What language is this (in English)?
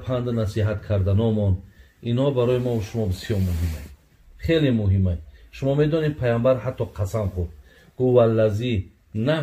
Tajik